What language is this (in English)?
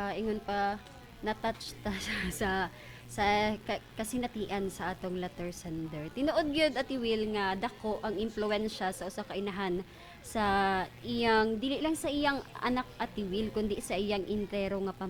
Cebuano